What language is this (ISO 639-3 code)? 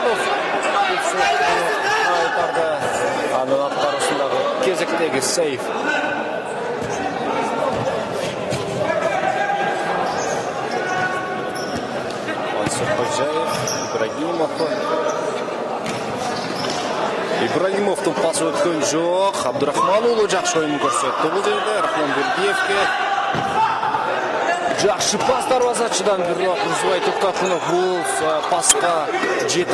kir